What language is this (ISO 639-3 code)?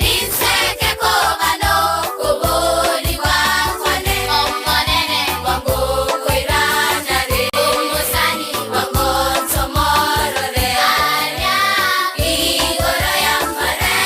guz